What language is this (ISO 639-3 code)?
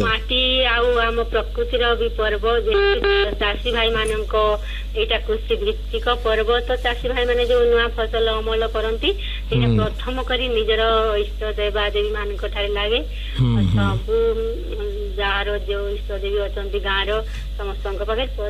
ori